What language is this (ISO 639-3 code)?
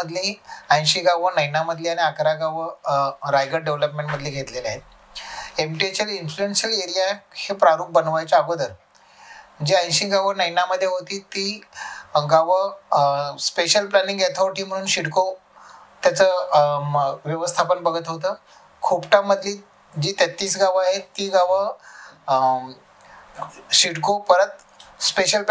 mar